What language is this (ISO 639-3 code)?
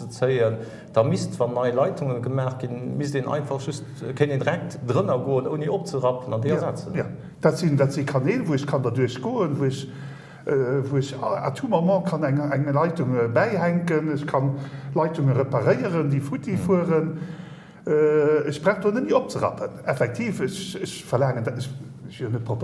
ltz